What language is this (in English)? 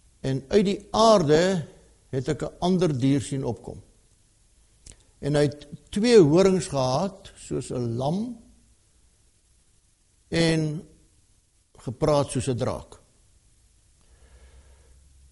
Afrikaans